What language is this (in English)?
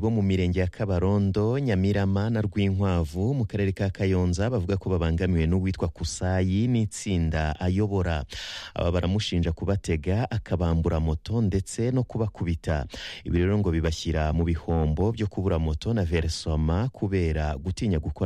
Kinyarwanda